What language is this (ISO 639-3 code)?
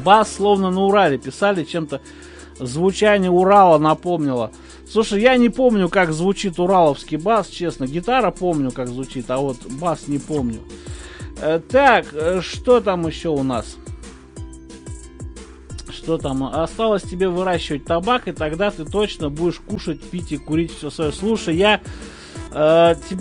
rus